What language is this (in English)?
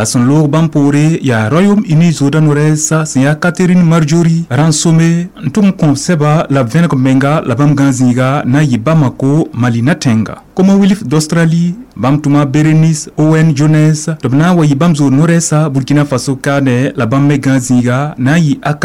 Mossi